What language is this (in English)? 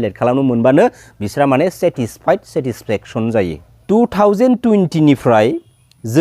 Bodo